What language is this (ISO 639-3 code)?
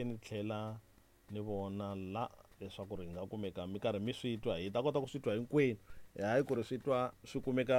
tso